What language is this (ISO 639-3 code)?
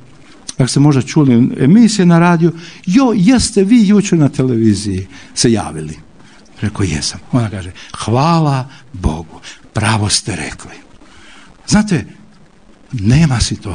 hrv